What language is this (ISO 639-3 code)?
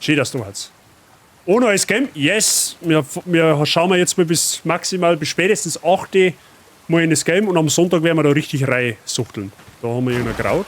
bar